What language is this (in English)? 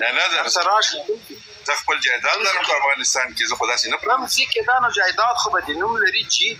Pashto